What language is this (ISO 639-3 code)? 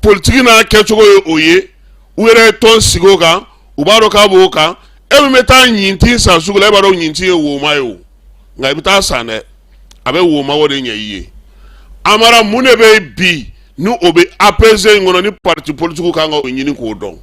bam